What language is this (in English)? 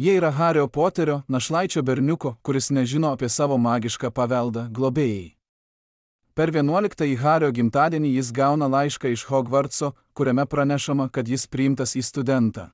Lithuanian